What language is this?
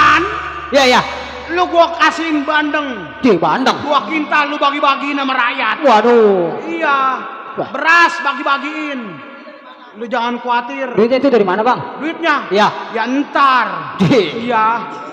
Betawi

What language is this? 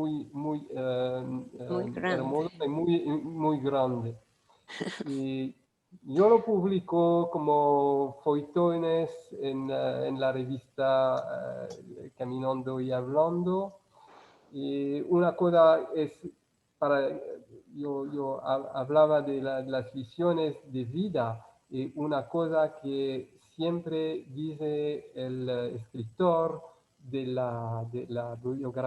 Ladino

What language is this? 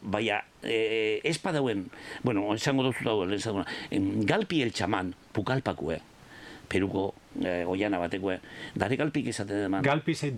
Basque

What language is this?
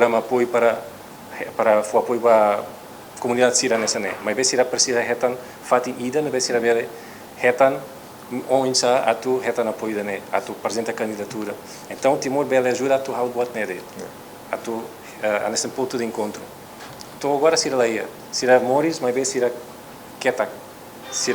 Tetum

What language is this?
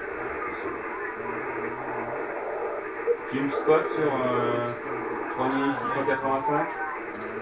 French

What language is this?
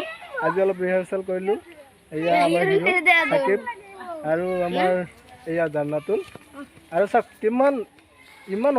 Assamese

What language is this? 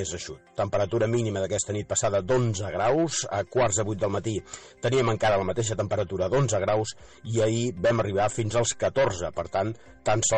Catalan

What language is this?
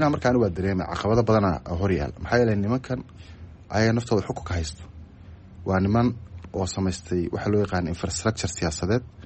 Somali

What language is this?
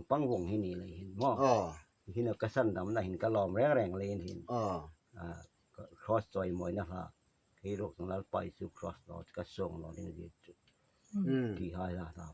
Hmar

